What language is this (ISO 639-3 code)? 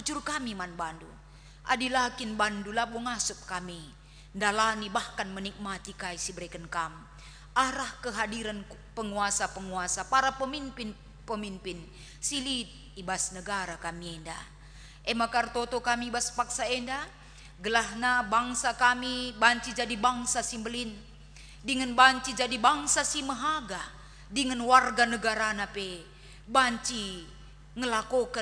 btx